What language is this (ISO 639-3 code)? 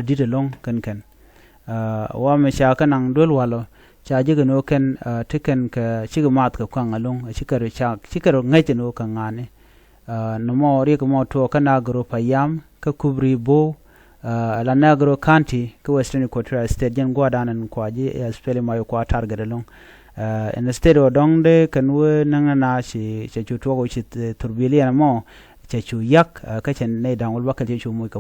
nus